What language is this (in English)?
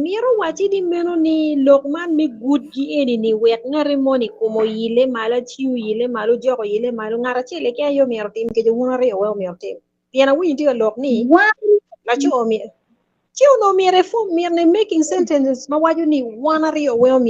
Acoli